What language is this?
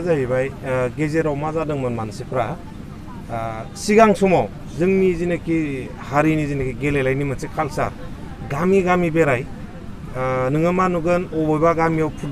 Bodo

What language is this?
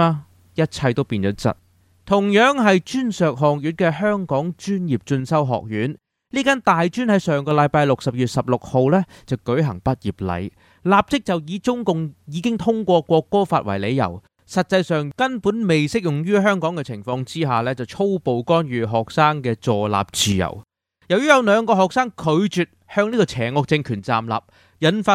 Cantonese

